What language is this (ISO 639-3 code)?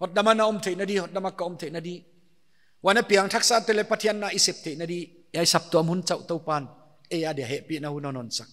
pck